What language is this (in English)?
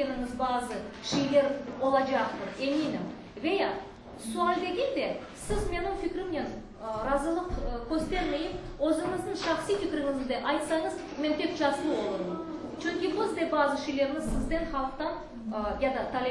Crimean Tatar